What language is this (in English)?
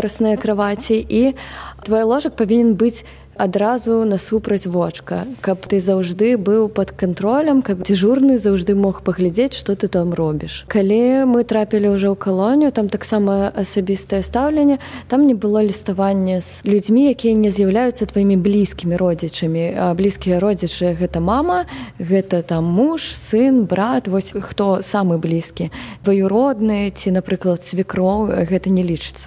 Belarusian